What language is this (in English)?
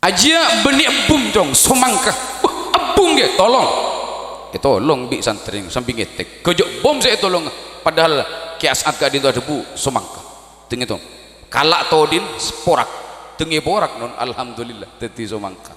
Madurese